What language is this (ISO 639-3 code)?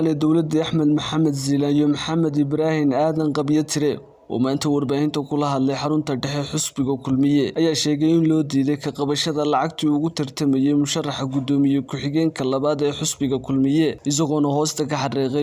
som